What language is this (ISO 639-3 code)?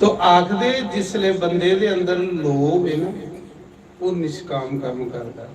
doi